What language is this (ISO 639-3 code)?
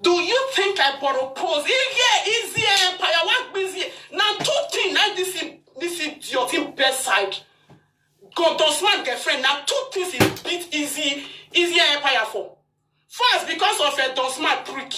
pcm